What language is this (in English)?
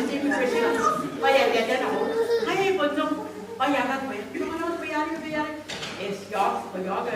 Gilbertese